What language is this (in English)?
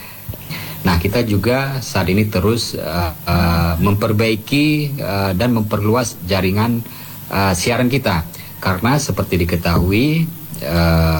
Indonesian